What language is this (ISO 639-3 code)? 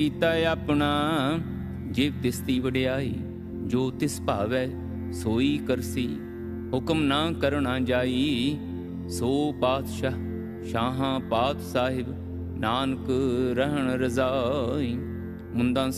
pan